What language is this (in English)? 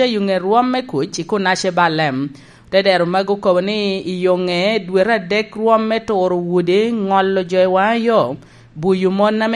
Lango (Uganda)